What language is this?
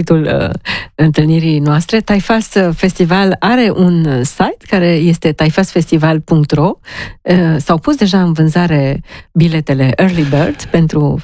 Romanian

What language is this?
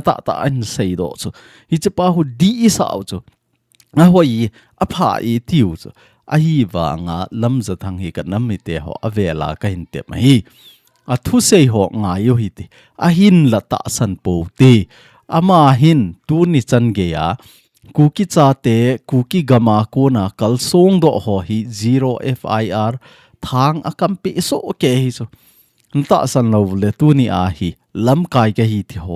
Thado Chin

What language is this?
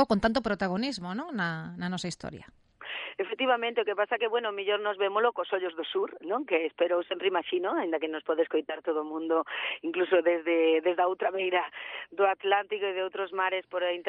Galician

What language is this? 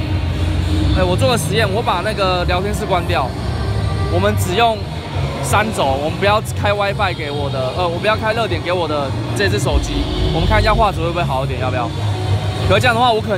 Chinese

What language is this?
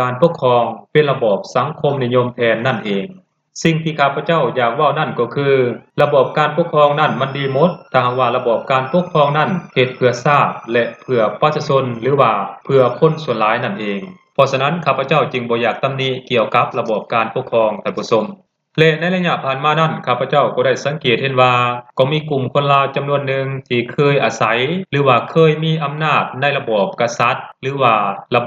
Lao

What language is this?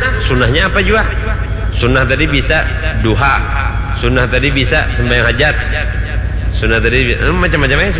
Banjar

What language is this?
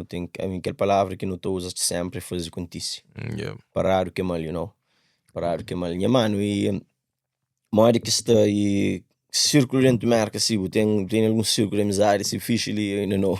Kabuverdianu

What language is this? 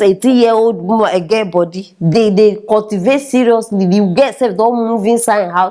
Nigerian Pidgin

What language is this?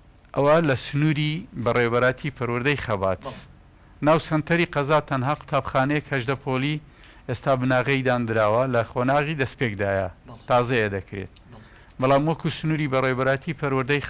Central Kurdish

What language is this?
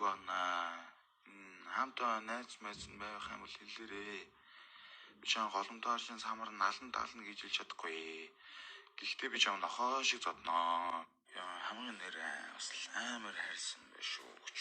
Mongolian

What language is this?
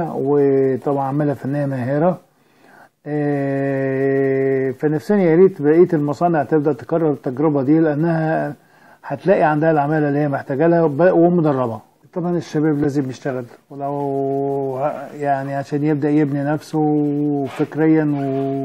Egyptian Arabic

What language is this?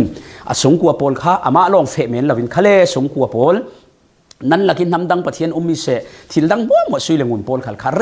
Falam Chin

